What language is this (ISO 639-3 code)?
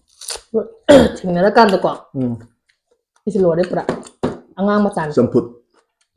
mni